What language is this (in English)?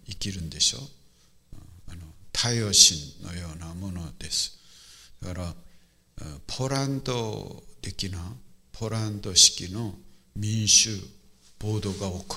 Japanese